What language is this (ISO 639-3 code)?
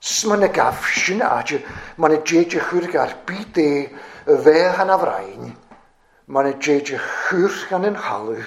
cym